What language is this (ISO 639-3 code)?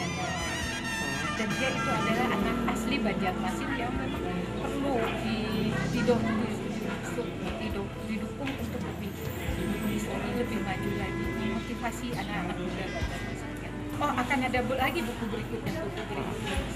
ind